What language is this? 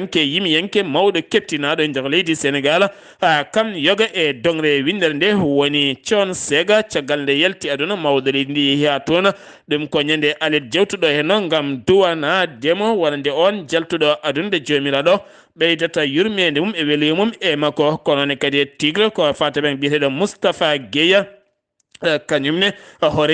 Fula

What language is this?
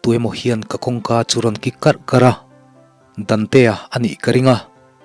Mizo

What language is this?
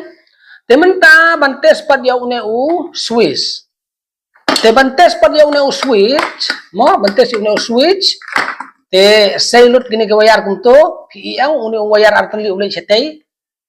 Khasi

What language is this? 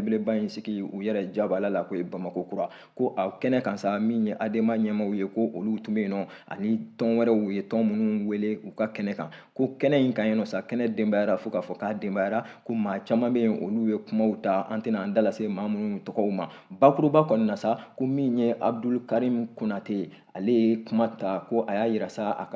Bambara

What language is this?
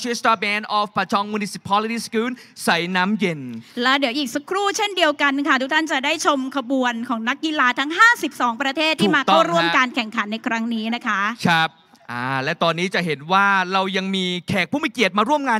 Thai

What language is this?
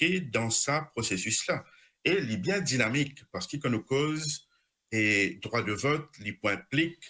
Morisyen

